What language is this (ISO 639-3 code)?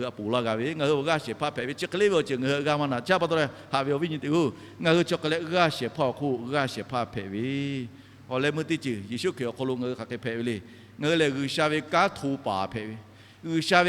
lhu